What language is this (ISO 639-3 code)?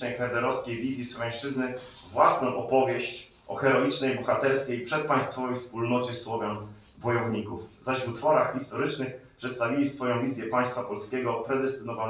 pol